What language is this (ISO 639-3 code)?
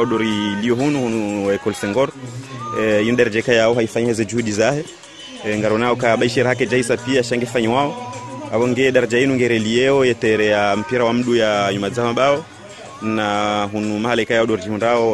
swa